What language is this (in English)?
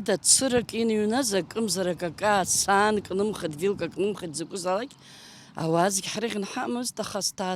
Abkhazian